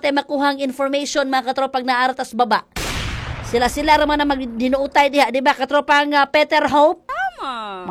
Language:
Cebuano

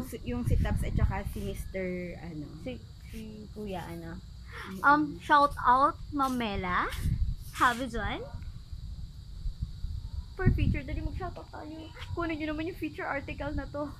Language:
Filipino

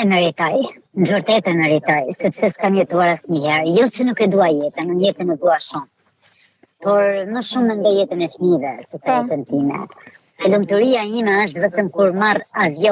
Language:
Albanian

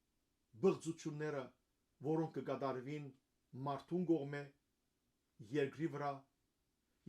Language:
Western Armenian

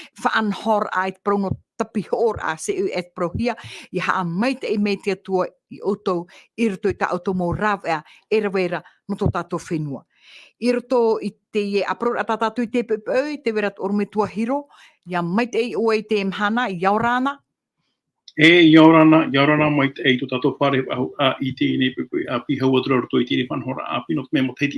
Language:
Tahitian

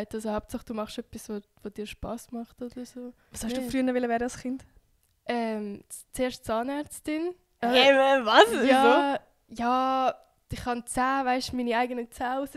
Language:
Swiss German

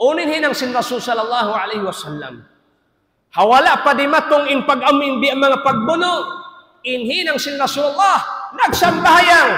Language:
Tausug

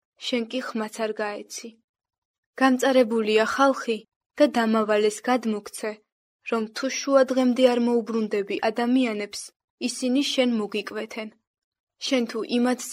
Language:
Georgian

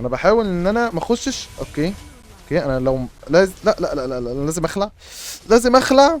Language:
Egyptian Arabic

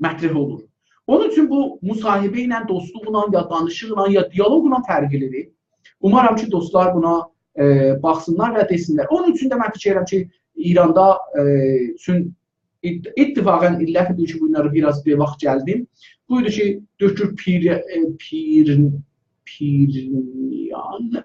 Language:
South Azerbaijani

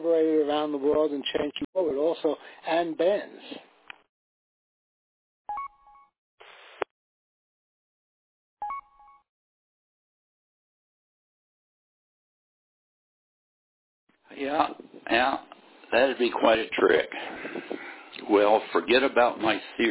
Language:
English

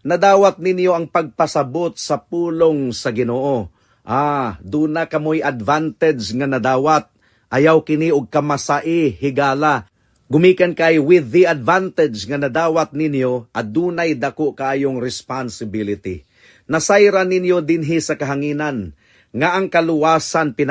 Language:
Cebuano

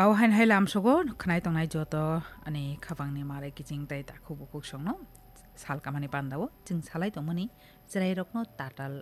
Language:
Kok Borok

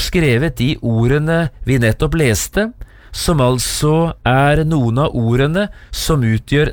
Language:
Norwegian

